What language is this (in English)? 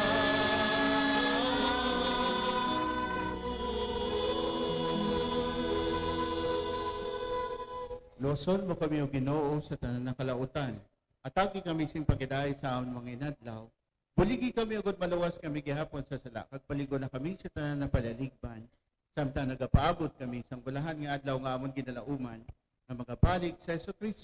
Hiligaynon